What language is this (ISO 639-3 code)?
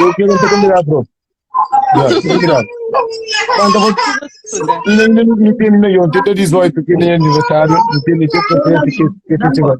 kea